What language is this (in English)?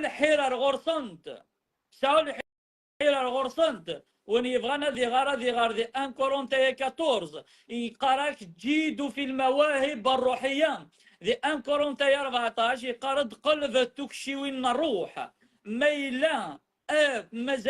Kabyle